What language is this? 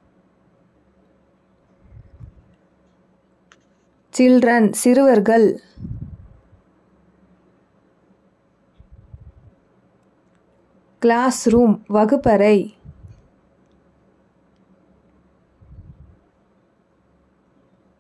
Tamil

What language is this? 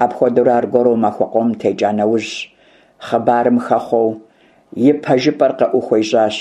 Kabardian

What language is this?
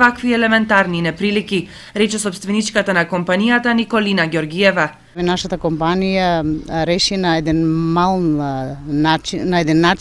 Macedonian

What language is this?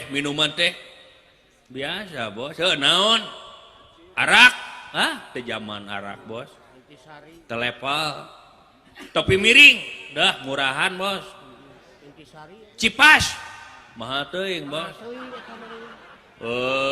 Sundanese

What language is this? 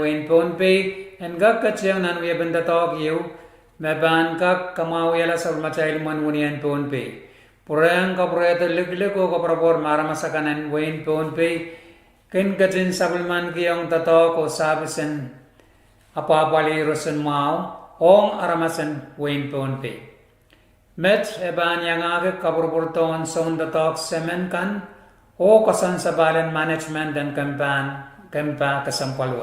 Pohnpeian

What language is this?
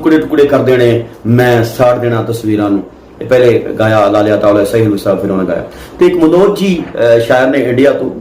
Saraiki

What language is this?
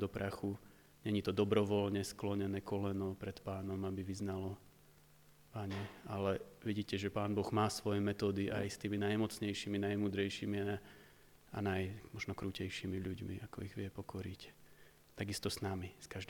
Slovak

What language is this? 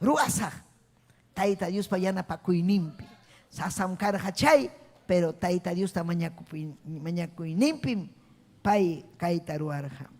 Ayacucho Quechua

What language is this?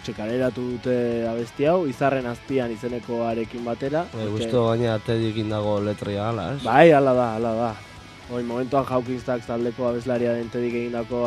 Basque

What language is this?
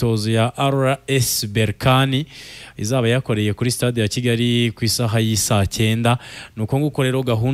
Kinyarwanda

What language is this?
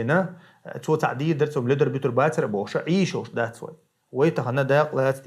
Chechen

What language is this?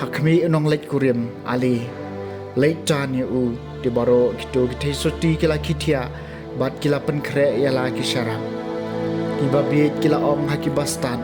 Khasi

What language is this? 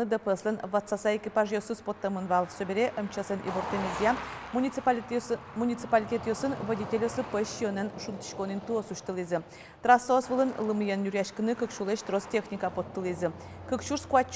Udmurt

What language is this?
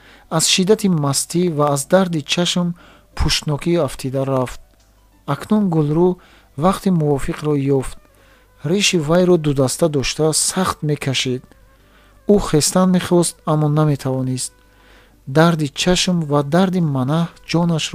Tajik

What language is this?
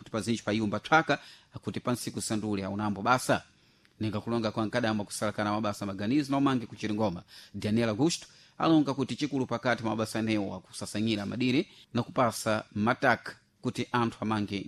Sena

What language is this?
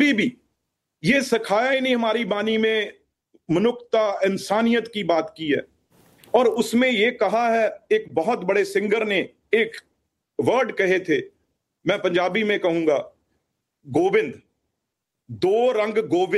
Hindi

